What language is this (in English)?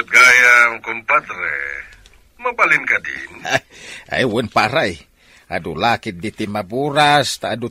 Iloko